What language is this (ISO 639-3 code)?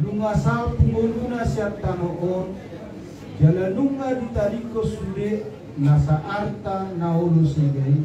bbc